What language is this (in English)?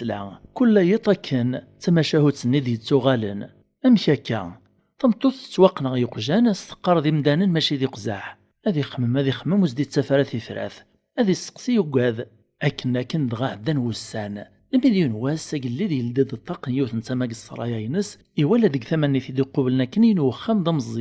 Kabyle